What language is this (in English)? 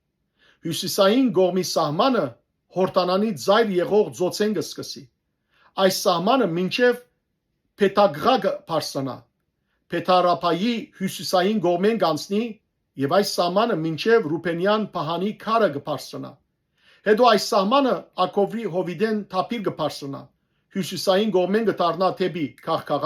Western Armenian